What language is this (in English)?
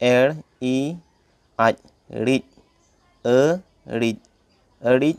Santali